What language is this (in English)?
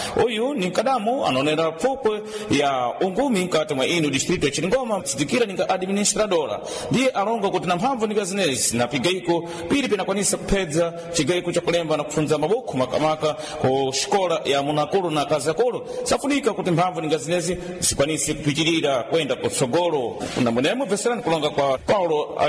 Sena